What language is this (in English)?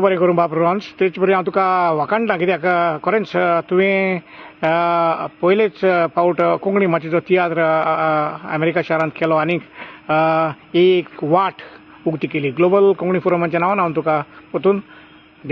Konkani